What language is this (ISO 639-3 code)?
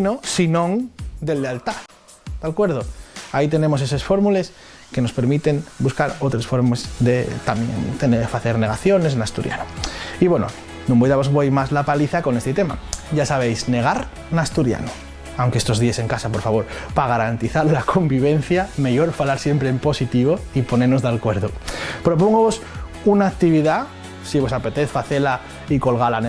ast